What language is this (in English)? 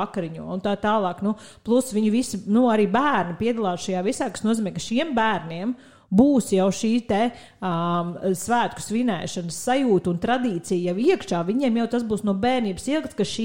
Latvian